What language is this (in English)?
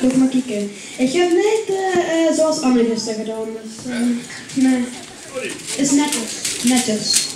Limburgish